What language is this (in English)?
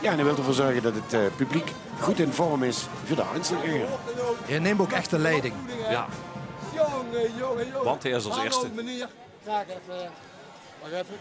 Limburgish